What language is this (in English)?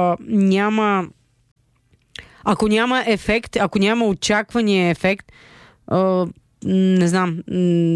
Bulgarian